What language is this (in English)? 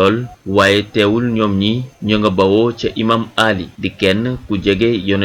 Wolof